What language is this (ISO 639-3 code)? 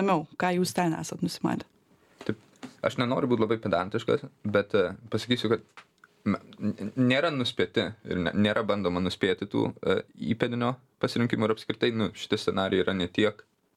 lit